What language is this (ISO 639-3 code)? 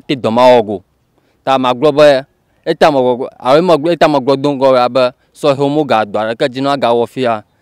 ewe